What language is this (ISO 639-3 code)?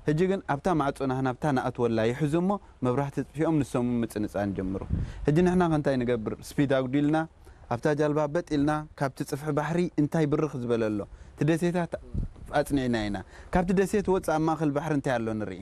tir